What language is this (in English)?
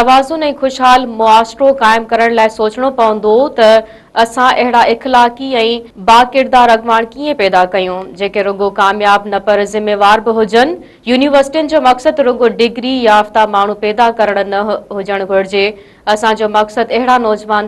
Sindhi